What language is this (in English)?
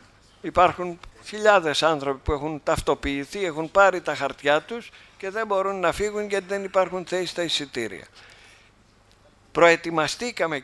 Greek